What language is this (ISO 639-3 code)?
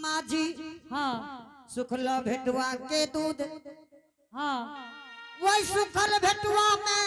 anp